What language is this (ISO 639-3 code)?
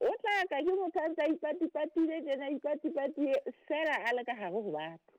sot